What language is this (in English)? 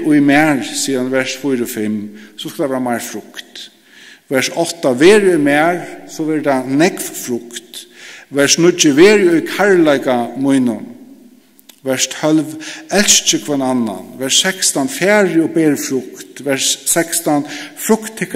Faroese